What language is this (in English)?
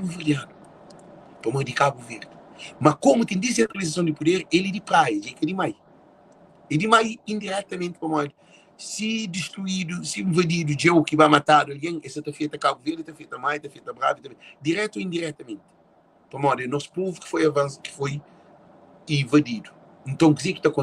Kabuverdianu